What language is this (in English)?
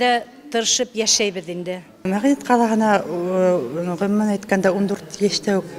Bashkir